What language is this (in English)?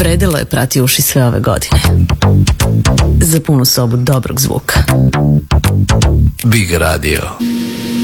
Serbian